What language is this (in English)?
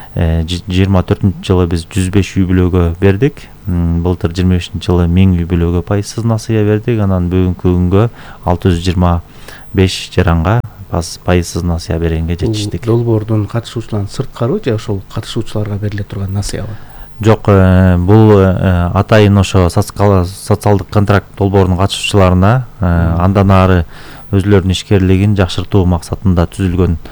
Kyrgyz